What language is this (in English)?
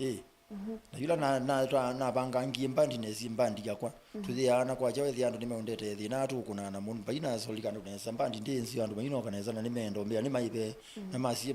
Kamba